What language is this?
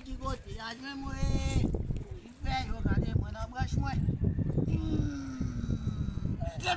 Haitian Creole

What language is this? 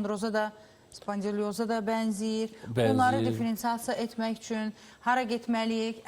Azerbaijani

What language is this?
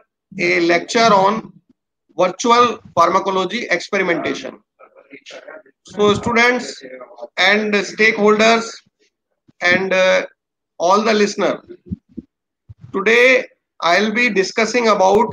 English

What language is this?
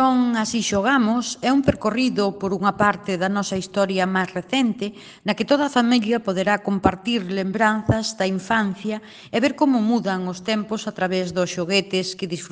Galician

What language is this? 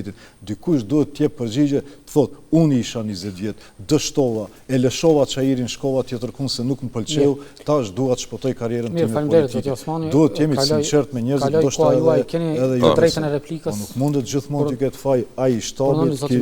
Albanian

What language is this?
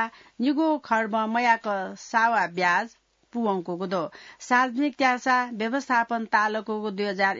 Newari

